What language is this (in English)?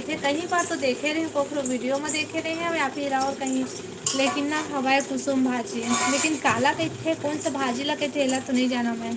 Chhattisgarhi